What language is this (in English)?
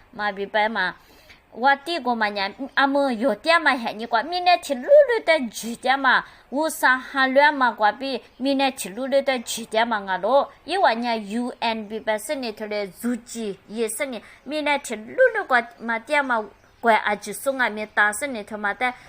Lisu